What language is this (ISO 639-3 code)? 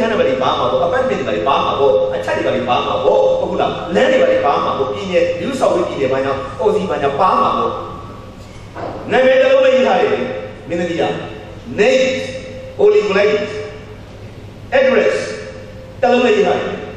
mya